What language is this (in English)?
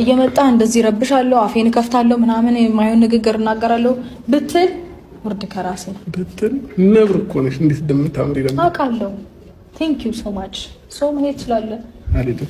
Amharic